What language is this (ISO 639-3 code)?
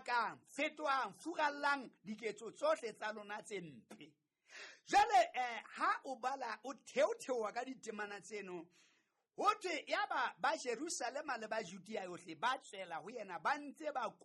sot